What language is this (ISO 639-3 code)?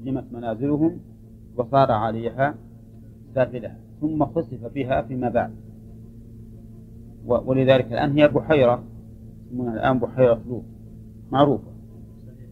ara